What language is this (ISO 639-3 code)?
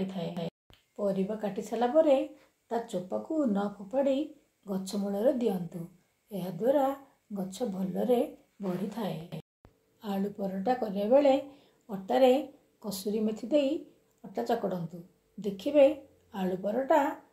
ori